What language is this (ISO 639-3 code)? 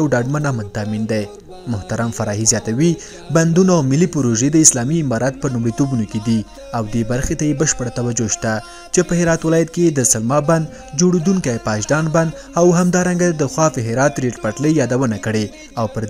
pus